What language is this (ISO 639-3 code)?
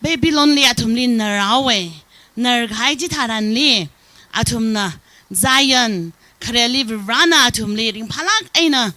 nmf